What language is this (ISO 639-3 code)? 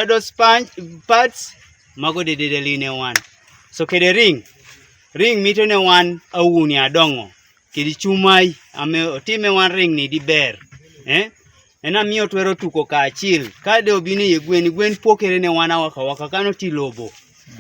teo